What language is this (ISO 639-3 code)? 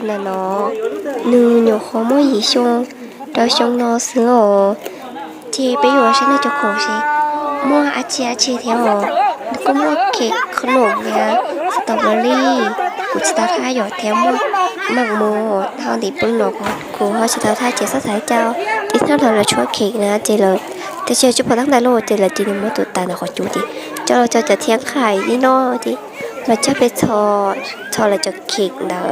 hmn